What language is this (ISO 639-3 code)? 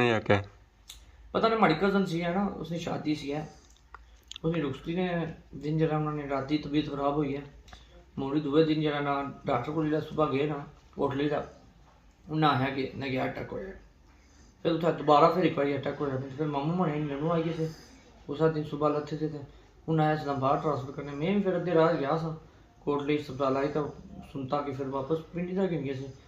phr